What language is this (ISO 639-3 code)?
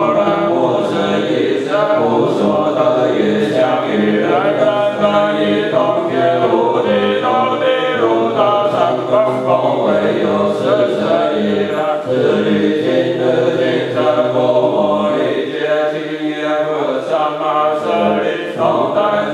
zho